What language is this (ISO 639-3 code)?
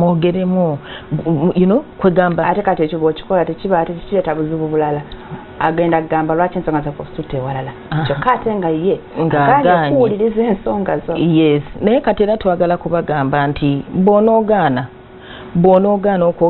lug